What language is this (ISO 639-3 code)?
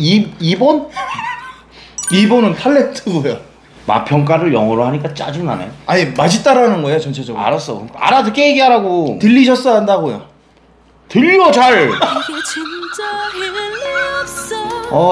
kor